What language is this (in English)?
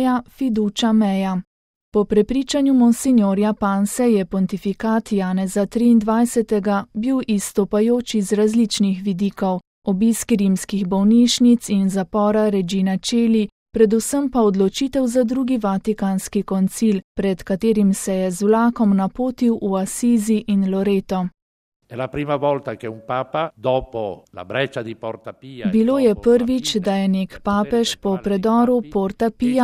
Slovenian